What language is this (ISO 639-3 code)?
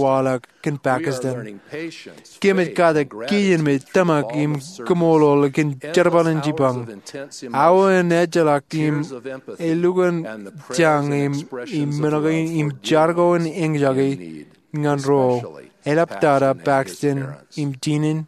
mah